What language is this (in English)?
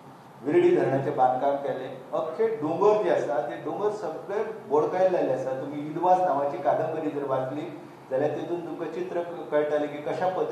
Konkani